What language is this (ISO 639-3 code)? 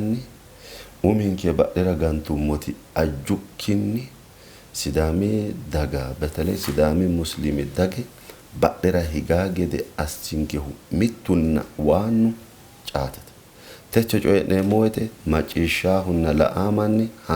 sid